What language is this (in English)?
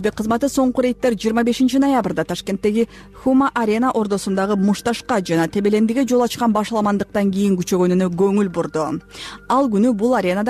Kyrgyz